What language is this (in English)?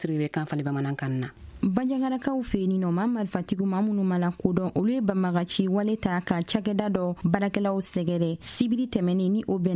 Bambara